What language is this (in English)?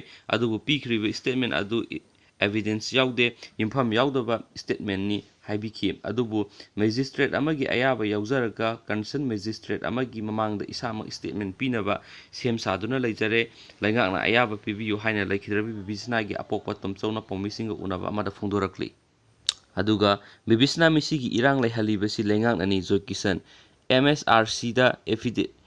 Manipuri